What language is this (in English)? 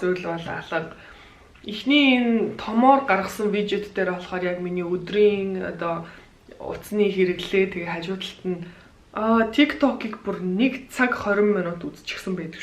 Mongolian